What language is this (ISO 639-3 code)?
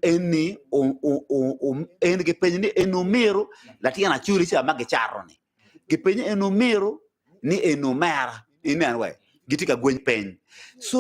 ach